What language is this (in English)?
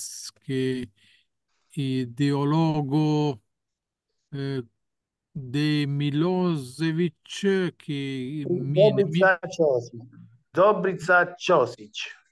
Esperanto